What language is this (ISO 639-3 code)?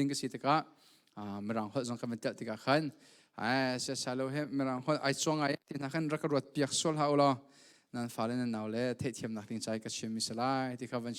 cnh